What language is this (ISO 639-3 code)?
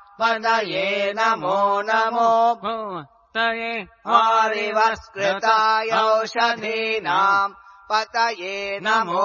san